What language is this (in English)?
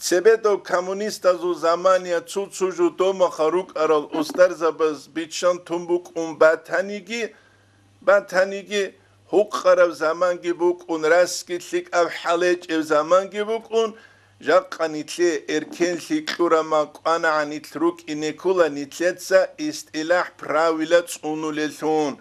Avaric